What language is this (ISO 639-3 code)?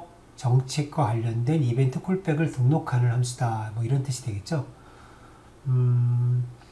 kor